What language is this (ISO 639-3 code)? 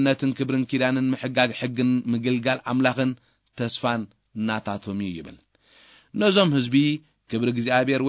tir